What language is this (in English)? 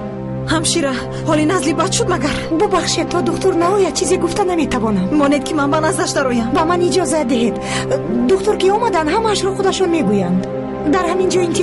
Tajik